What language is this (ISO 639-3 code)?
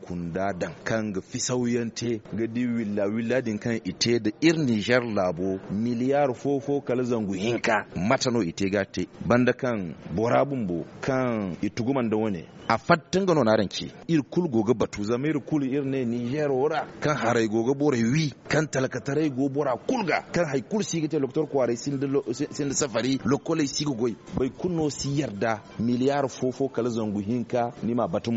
dje